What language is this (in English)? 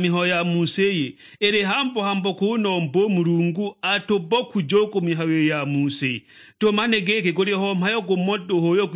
Sukuma